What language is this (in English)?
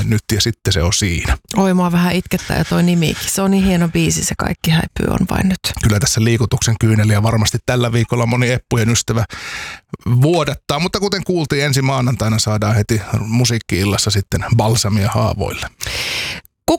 Finnish